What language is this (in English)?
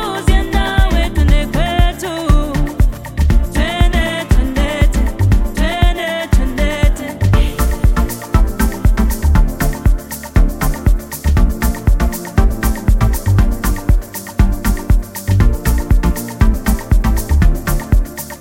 Swahili